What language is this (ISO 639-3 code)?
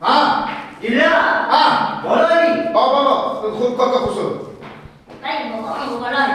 fas